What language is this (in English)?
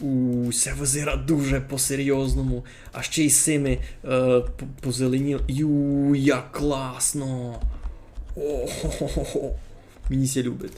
Rusyn